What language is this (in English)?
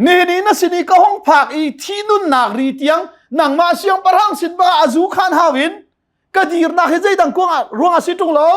Hakha Chin